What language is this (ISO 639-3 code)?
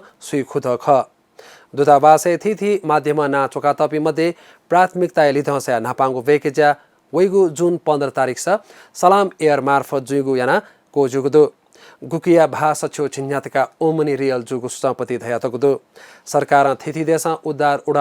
new